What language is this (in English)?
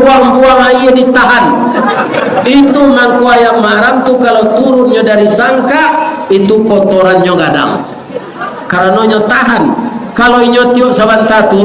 Minangkabau